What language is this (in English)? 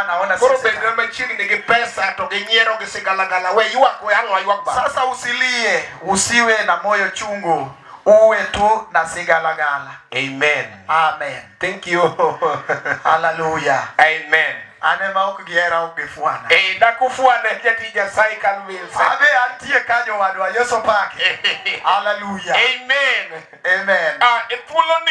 Luo (Kenya and Tanzania)